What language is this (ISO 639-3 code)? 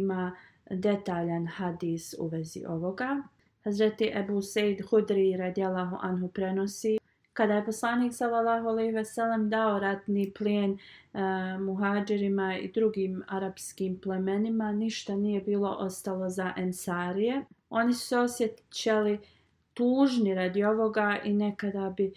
bos